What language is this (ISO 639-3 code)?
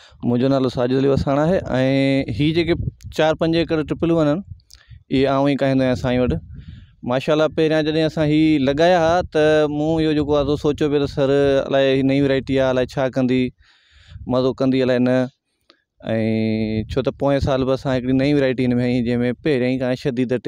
snd